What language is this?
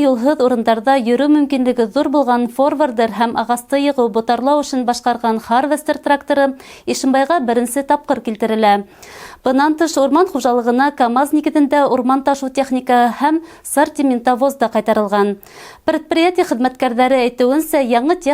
Bashkir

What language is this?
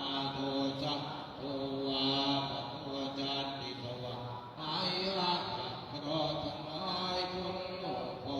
Pali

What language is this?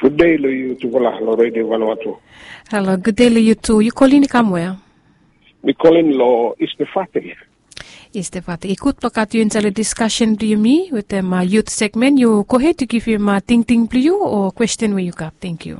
Bislama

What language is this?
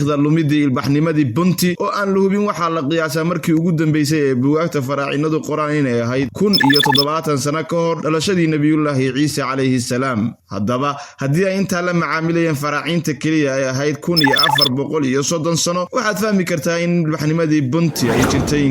Somali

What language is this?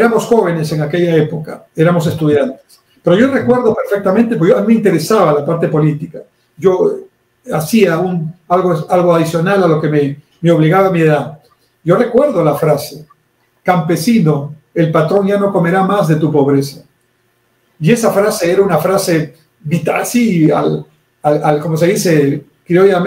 Spanish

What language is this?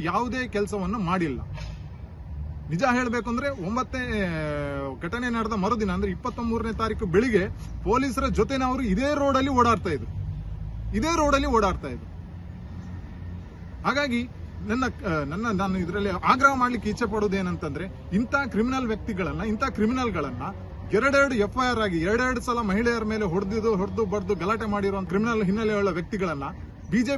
Kannada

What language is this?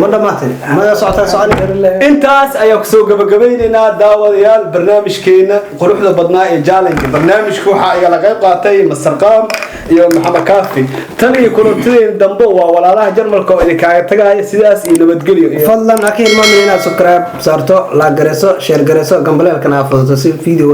Somali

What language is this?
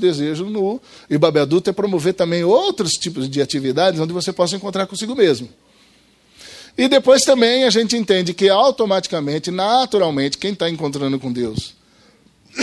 Portuguese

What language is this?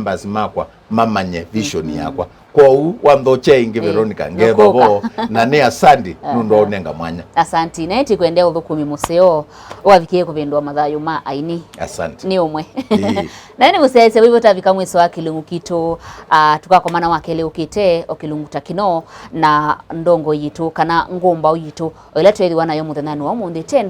Kamba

